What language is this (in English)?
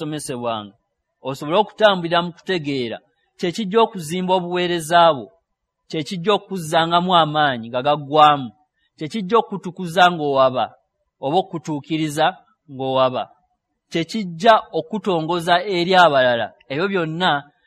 Ganda